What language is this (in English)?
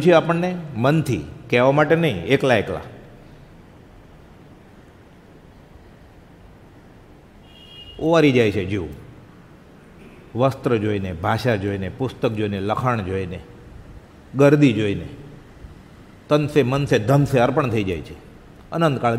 Gujarati